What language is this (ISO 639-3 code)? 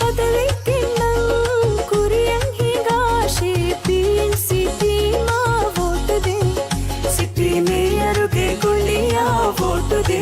div